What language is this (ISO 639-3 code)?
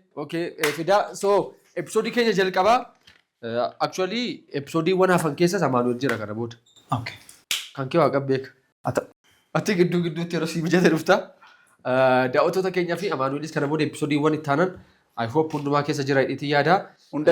orm